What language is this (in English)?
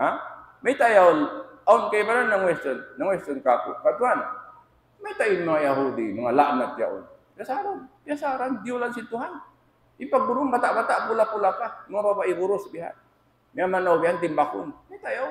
Tausug